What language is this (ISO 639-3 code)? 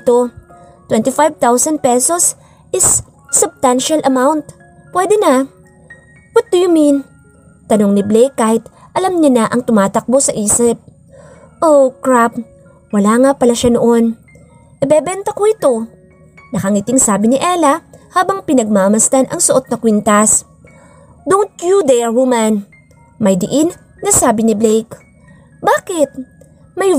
fil